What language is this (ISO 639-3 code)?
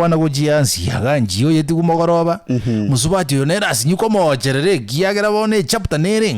guz